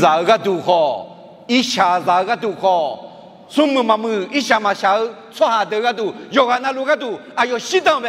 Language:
Akha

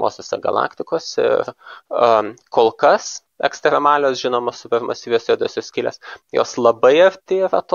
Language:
Lithuanian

